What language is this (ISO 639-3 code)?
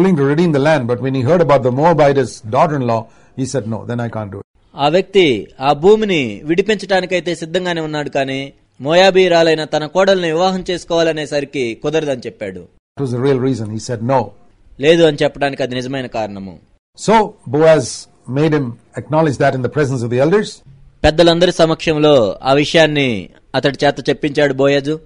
tel